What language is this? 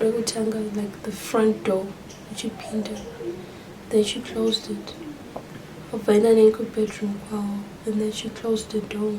Shona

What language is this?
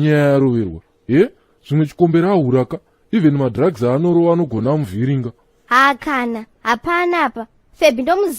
Shona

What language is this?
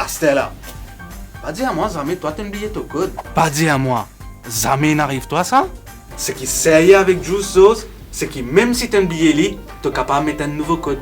Morisyen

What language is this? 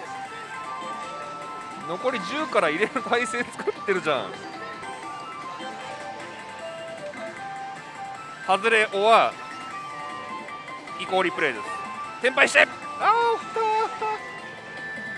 Japanese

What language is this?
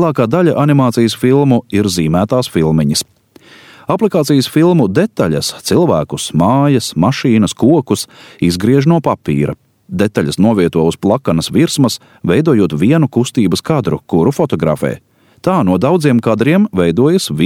Latvian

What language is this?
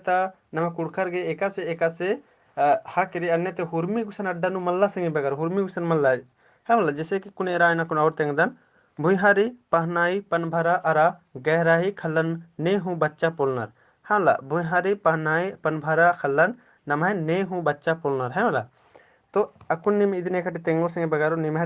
Kurukh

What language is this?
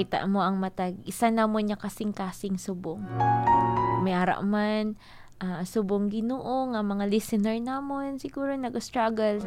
Hiligaynon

